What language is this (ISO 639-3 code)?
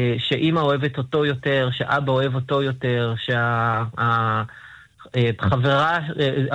heb